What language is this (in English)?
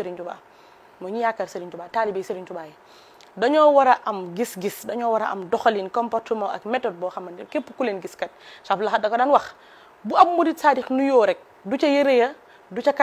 Wolof